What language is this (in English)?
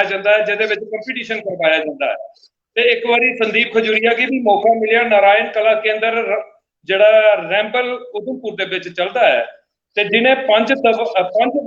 Dogri